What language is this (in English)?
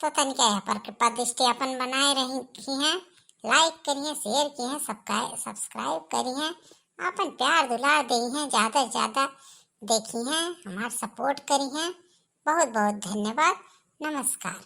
Awadhi